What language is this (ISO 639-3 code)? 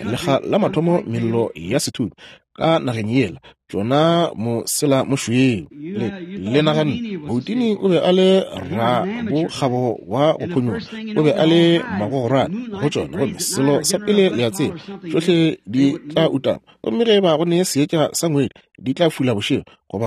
nso